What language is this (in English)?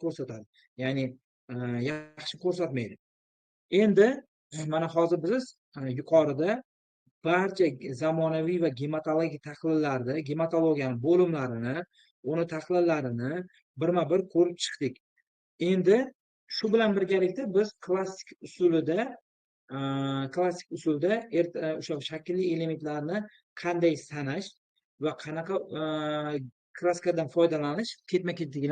Uzbek